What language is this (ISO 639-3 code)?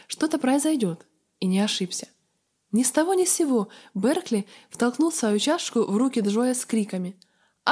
rus